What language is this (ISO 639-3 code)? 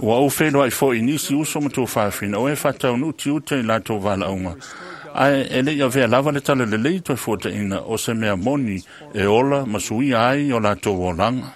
smo